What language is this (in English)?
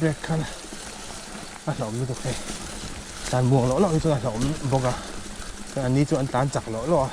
Mizo